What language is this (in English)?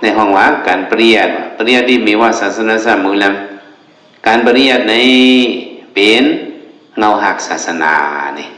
Shan